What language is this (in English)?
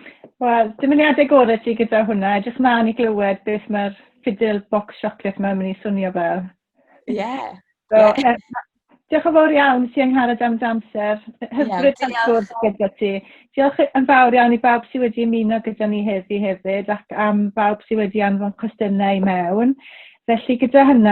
Welsh